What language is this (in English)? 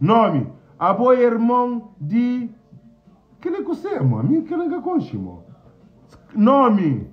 Kabuverdianu